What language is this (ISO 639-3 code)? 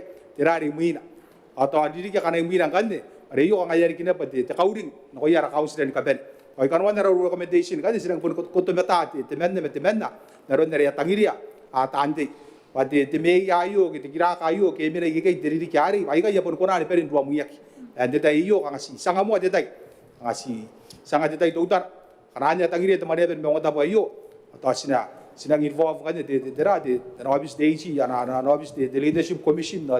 gil